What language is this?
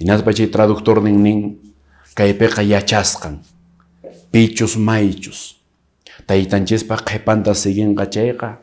Quechua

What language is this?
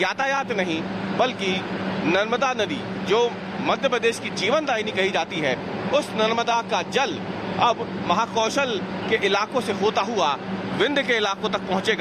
Hindi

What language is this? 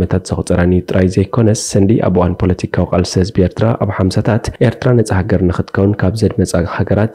Tigrinya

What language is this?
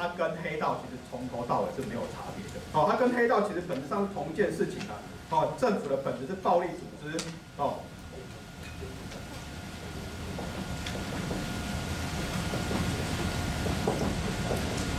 Chinese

